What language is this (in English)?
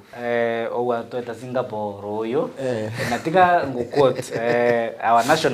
Meru